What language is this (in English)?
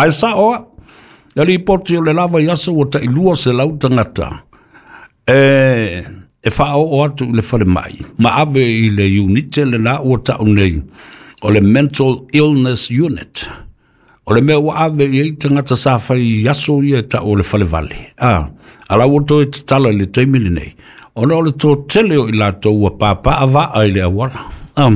Samoan